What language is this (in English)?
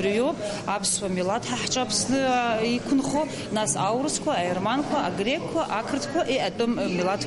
Abkhazian